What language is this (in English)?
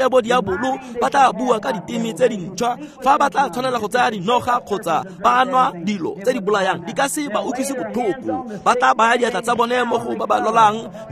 Tswana